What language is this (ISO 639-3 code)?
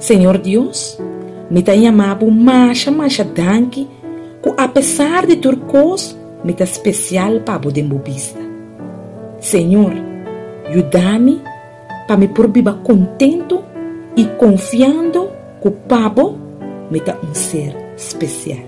pap